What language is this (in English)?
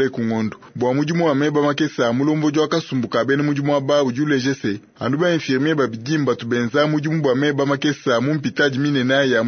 Luba-Lulua